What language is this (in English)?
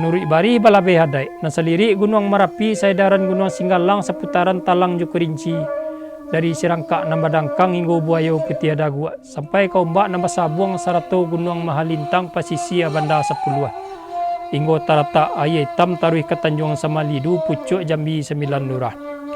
Minangkabau